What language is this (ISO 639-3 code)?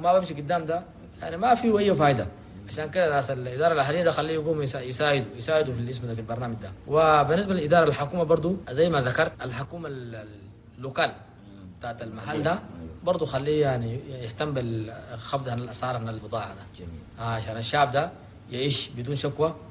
shu